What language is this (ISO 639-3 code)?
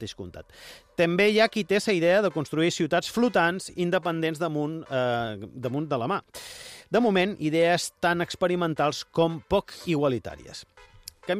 cat